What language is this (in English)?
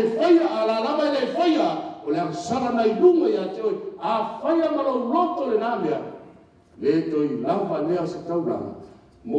Samoan